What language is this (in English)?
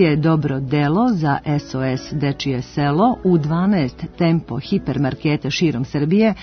Serbian